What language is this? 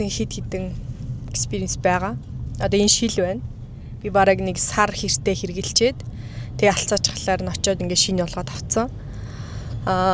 Mongolian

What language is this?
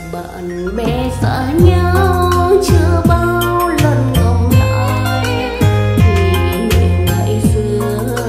Vietnamese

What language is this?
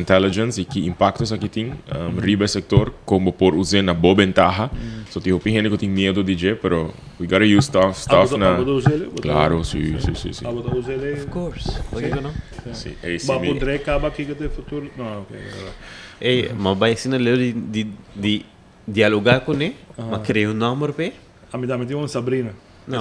Papiamento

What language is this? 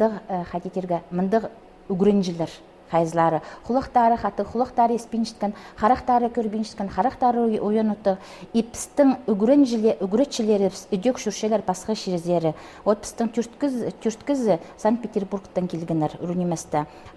Khakas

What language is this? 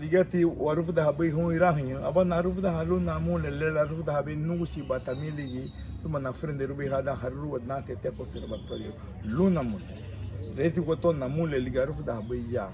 Garifuna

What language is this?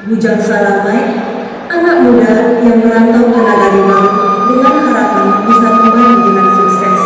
Minangkabau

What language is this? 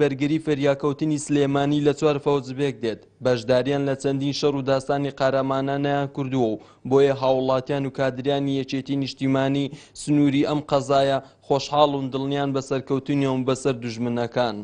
Central Kurdish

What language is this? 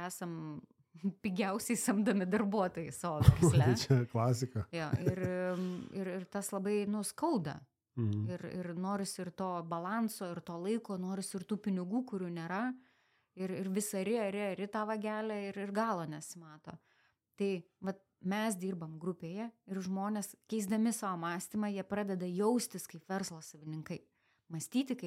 Lithuanian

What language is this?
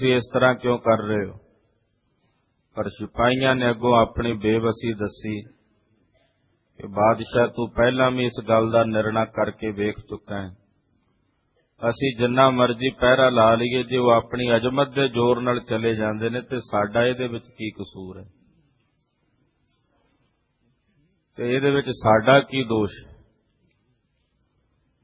Punjabi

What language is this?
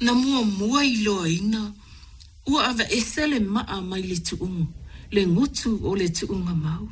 Samoan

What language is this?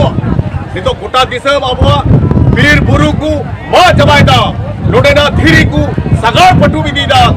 Santali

